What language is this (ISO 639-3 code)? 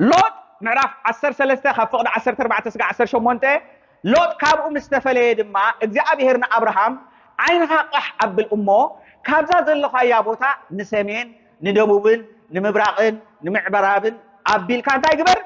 tir